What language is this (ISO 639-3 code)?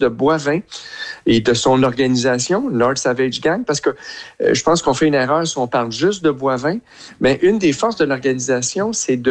fra